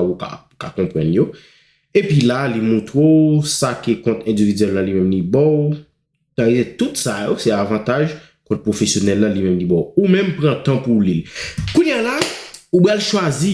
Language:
Haitian Creole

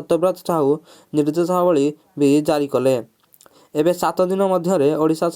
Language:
Odia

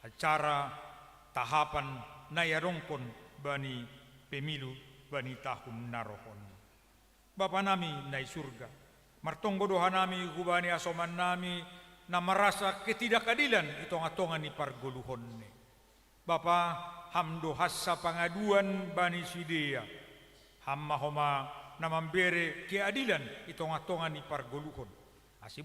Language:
Batak Simalungun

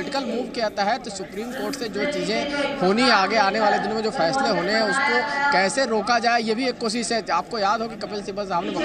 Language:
Hindi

